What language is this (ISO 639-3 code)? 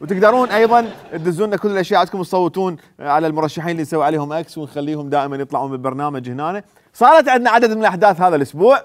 acm